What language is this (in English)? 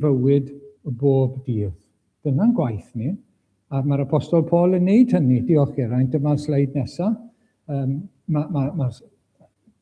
Welsh